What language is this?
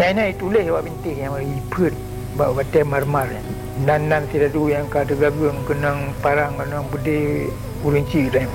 Achinese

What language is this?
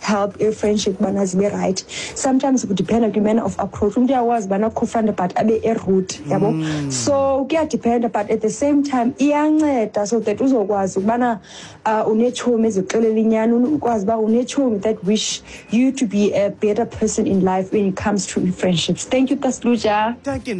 Xhosa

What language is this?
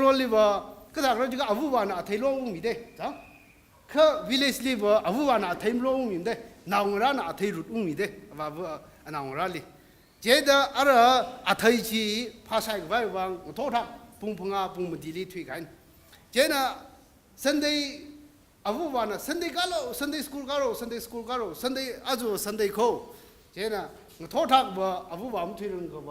Tangkhul Naga (India)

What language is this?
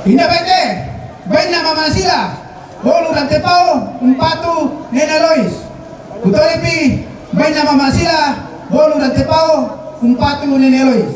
Toraja-Sa'dan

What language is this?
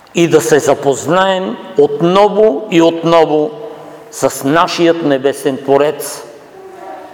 Bulgarian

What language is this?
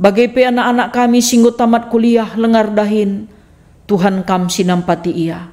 Batak Karo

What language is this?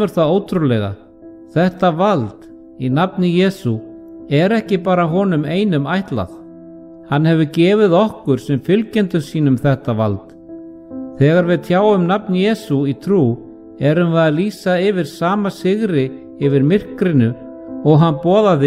Icelandic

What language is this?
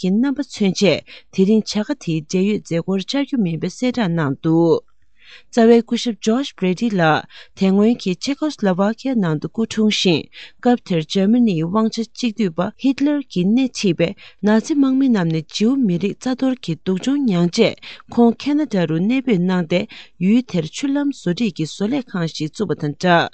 Tibetan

